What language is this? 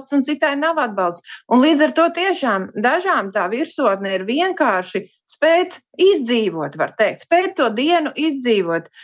Latvian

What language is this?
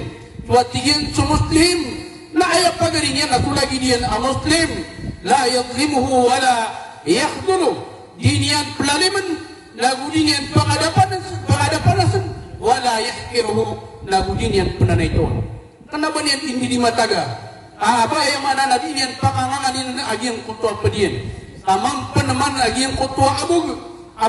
Maranao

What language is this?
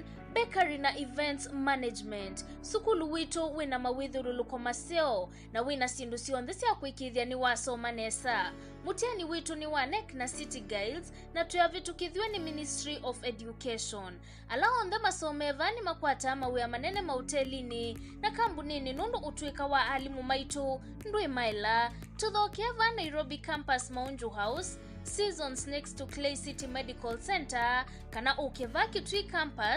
Kamba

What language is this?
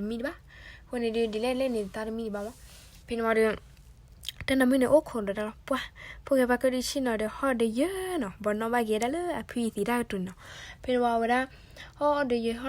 S'gaw Karen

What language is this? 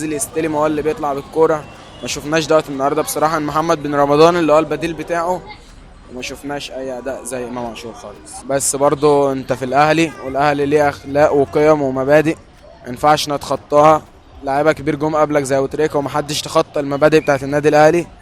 Egyptian Arabic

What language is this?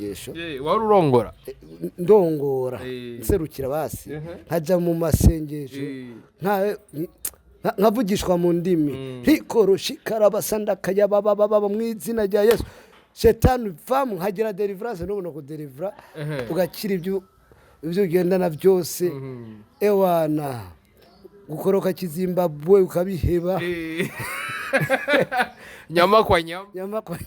Rundi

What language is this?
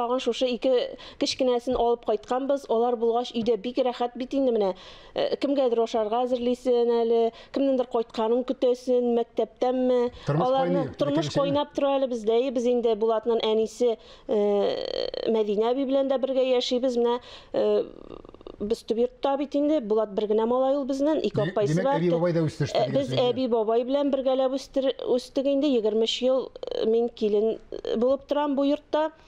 Tatar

